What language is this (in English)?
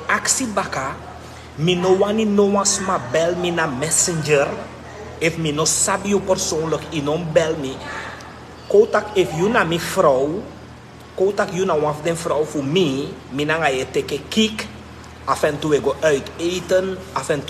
Sranan Tongo